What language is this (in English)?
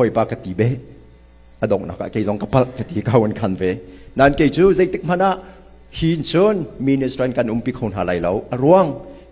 Hakha Chin